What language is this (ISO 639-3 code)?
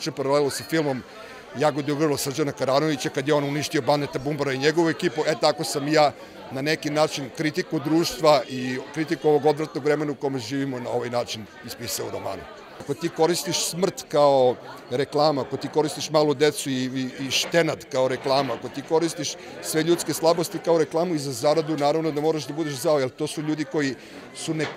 srp